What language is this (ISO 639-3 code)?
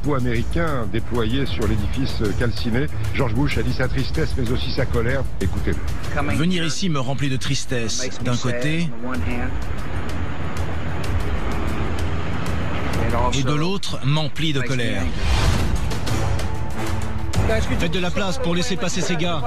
fra